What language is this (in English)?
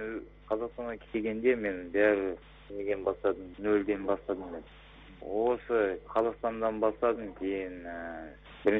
Kazakh